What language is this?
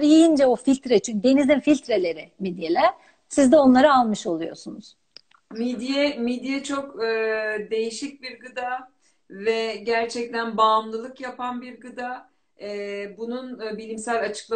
Turkish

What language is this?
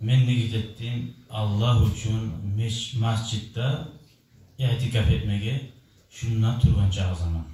Kumyk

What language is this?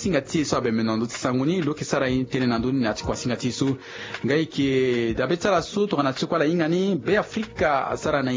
Sango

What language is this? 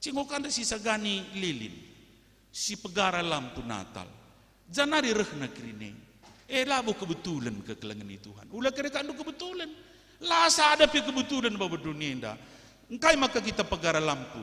Batak Karo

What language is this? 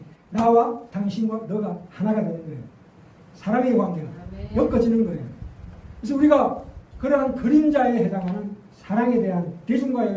Korean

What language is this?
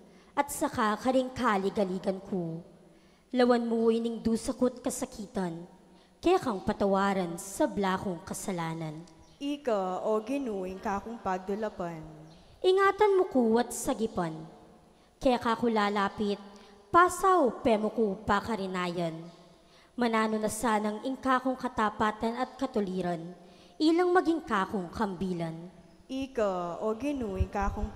Pampanga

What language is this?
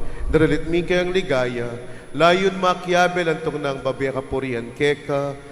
Pampanga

